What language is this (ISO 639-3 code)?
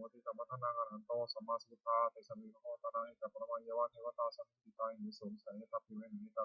pli